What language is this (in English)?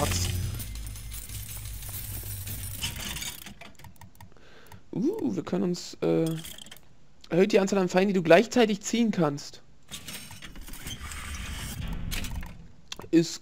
German